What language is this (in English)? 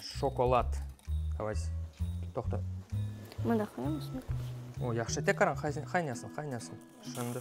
Crimean Tatar